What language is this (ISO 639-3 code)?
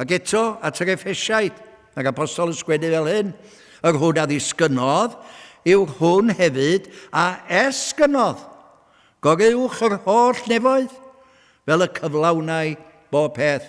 cym